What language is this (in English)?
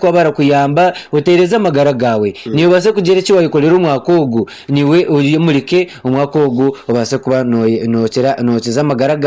Nyankole